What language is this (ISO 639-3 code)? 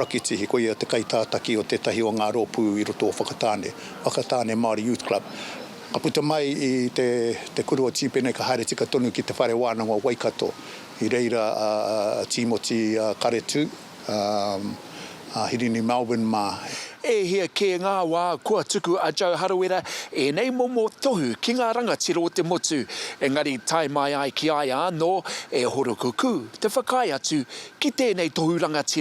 mri